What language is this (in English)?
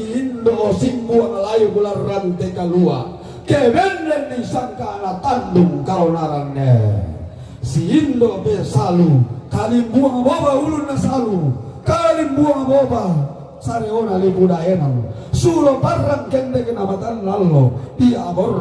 Toraja-Sa'dan